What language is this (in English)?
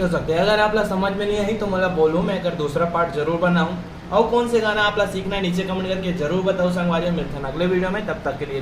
Chhattisgarhi